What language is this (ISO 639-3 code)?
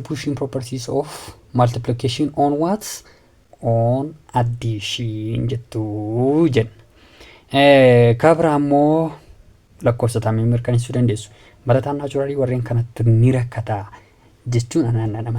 orm